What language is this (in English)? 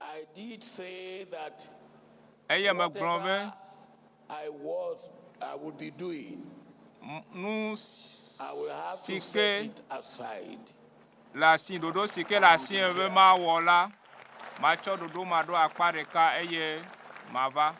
Ewe